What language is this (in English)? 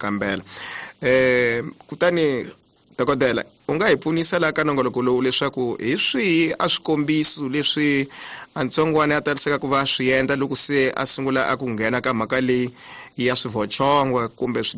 Tsonga